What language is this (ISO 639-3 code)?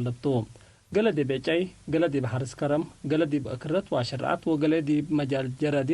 tig